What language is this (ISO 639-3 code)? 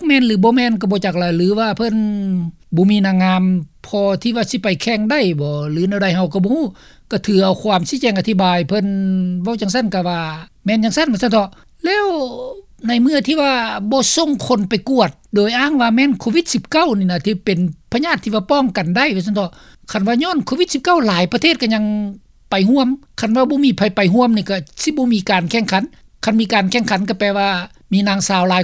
lao